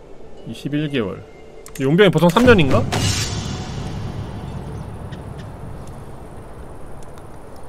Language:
Korean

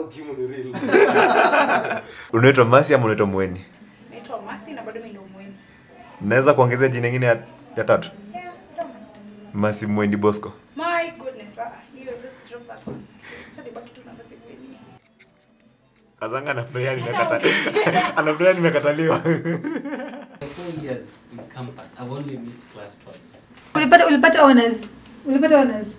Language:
Swahili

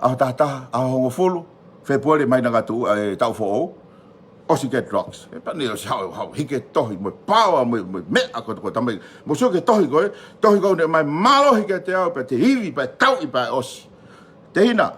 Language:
Tongan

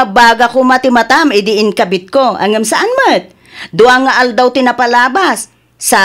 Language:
Iloko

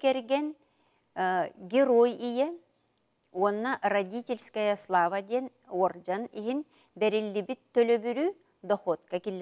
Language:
Yakut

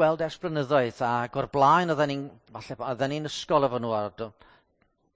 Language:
Welsh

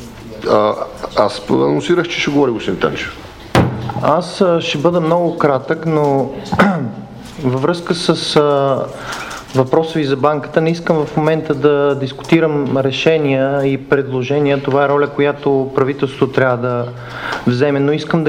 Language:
Bulgarian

